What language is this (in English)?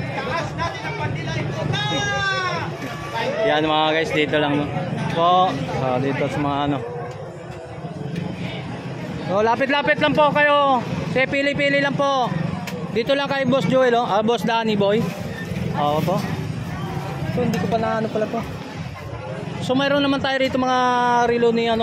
Filipino